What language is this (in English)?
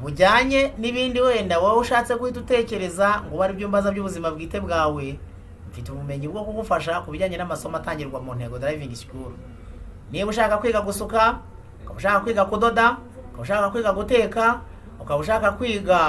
Kinyarwanda